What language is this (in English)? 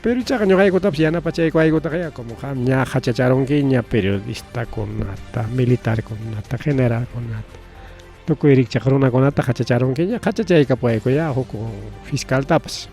Ayacucho Quechua